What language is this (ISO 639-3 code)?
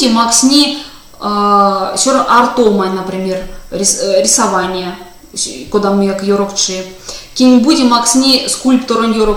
myv